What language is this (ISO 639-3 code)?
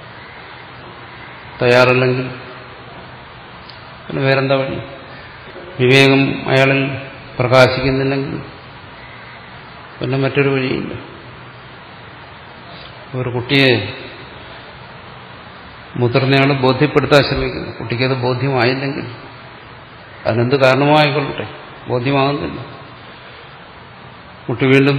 mal